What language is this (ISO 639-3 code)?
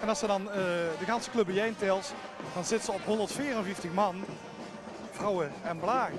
lim